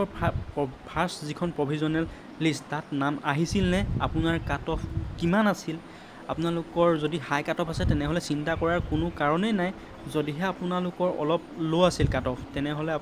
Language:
Assamese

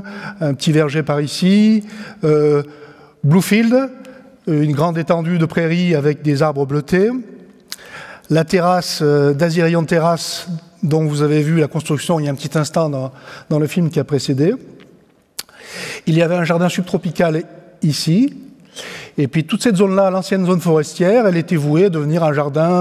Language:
French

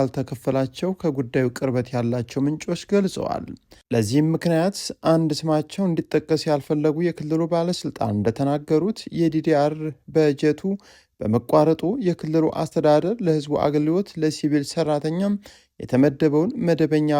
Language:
Amharic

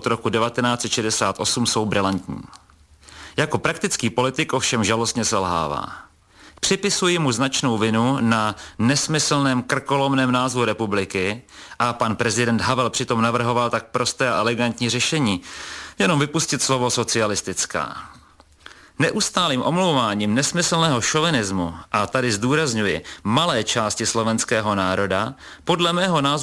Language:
Czech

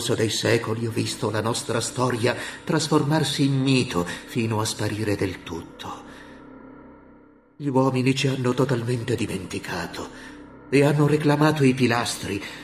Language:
Italian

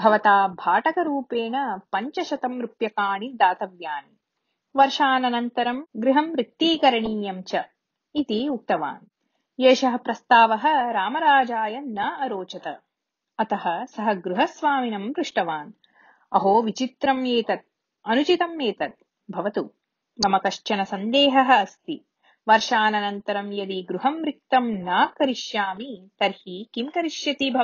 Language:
Sanskrit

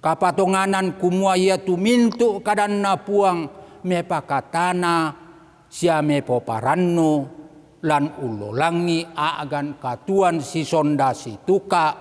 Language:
Toraja-Sa'dan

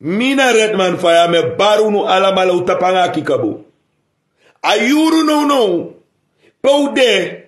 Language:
Sranan Tongo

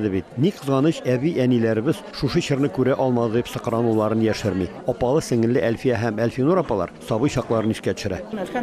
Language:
Tatar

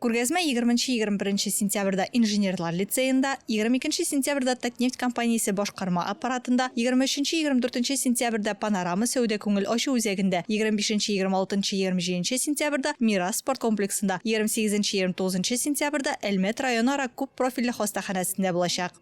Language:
Tatar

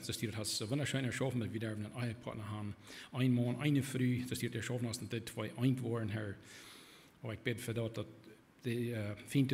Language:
Plautdietsch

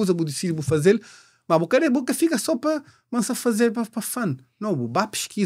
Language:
Kabuverdianu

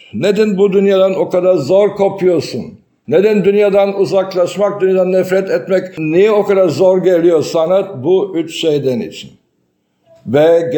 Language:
Turkish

